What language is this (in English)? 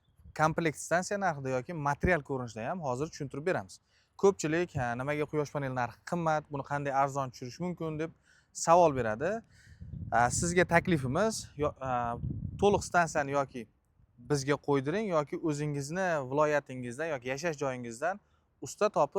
Uzbek